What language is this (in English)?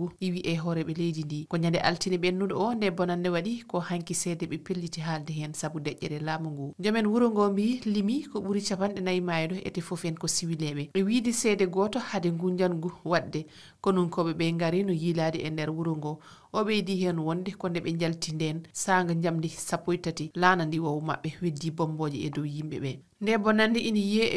Fula